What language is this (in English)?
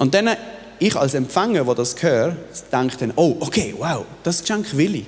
Swiss German